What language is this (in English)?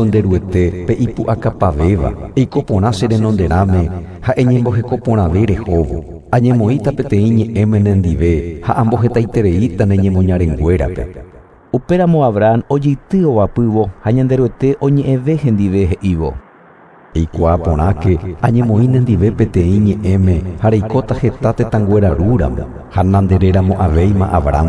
Guarani